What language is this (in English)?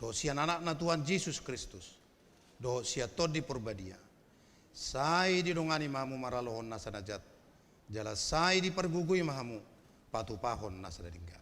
Batak Toba